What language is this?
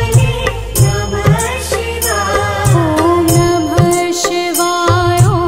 Hindi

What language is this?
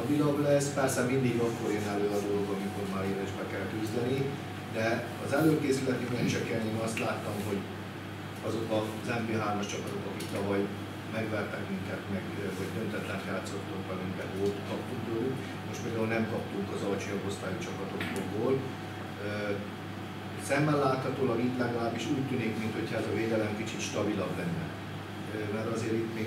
Hungarian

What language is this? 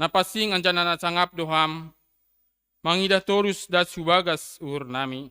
Batak Simalungun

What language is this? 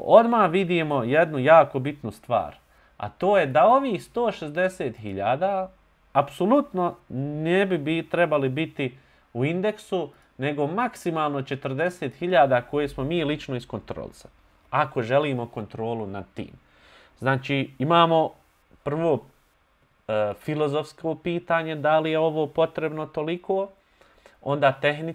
Bosnian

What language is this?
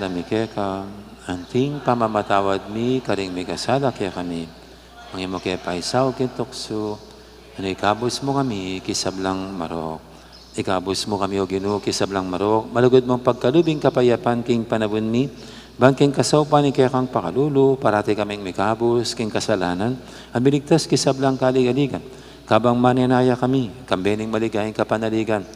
Pampanga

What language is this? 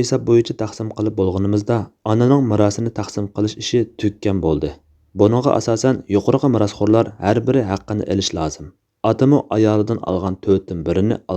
Uyghur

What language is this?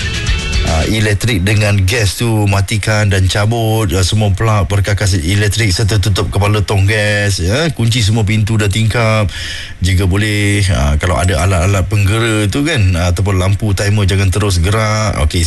Malay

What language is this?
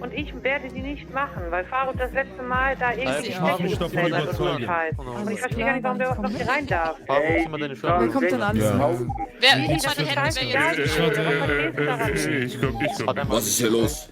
Swiss German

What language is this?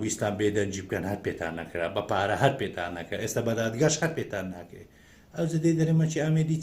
Central Kurdish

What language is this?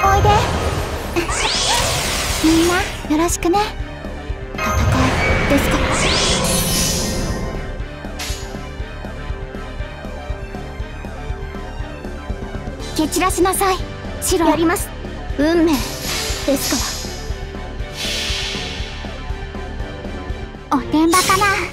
Japanese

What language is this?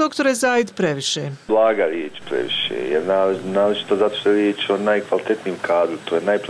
Bosnian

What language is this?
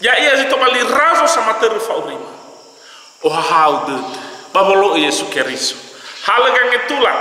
Nias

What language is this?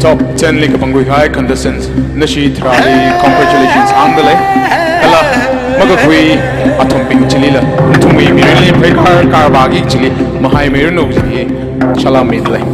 Tangkhul Naga (India)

